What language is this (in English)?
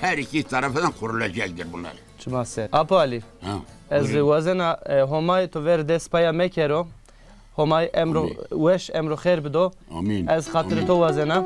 Zaza